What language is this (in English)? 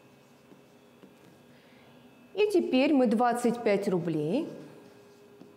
Russian